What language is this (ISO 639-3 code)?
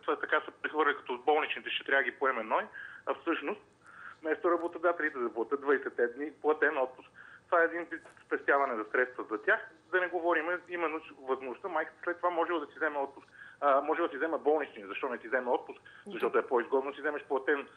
bul